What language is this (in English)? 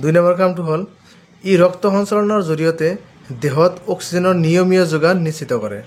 Assamese